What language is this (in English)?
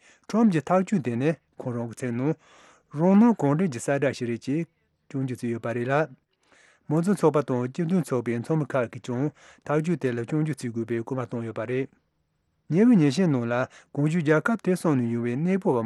Tibetan